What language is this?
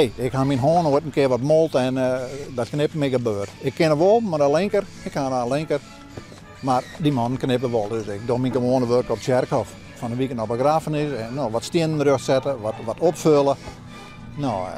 Western Frisian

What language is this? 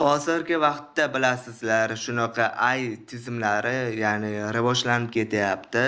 Uzbek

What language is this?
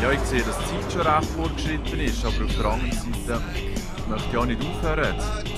Swiss German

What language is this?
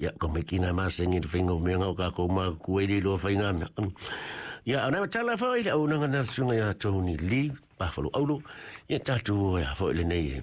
Samoan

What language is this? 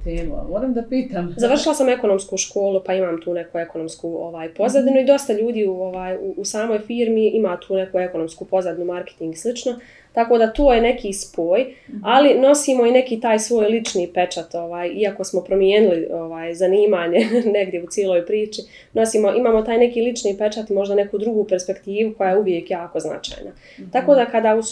Bosnian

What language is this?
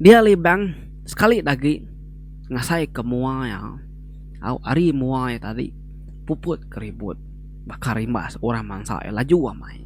Iban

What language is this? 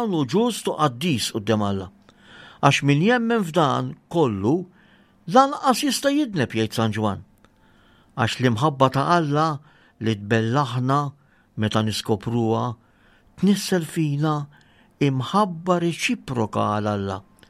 Maltese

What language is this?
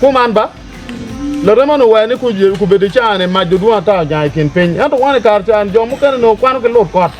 Acoli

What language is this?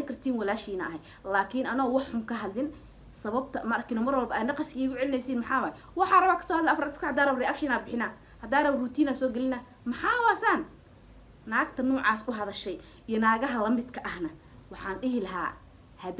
Somali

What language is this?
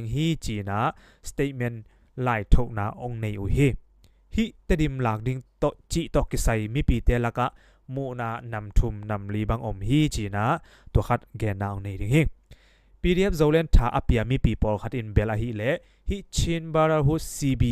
Tedim Chin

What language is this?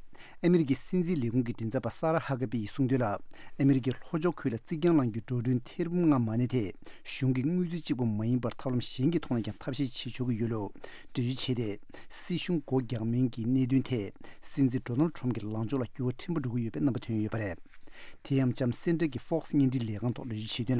Tibetan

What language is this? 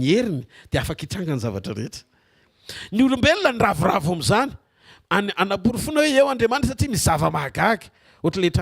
Malagasy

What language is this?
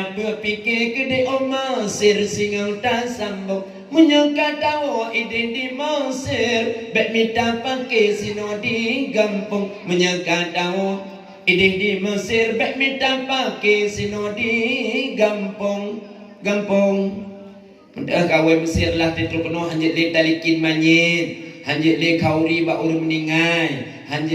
Achinese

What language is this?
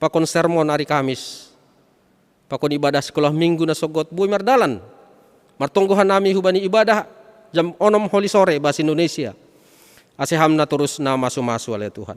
Batak Simalungun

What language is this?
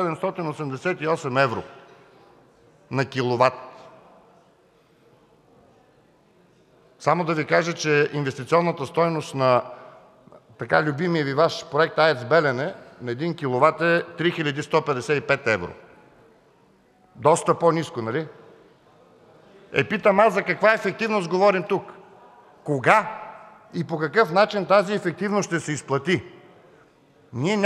Bulgarian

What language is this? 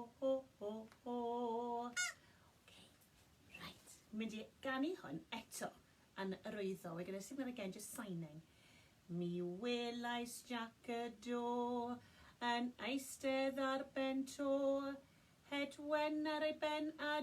Welsh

